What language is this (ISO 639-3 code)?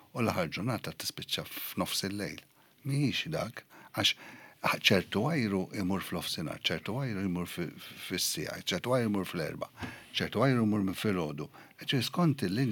mlt